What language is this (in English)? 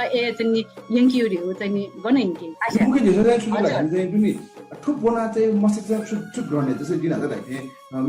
Newari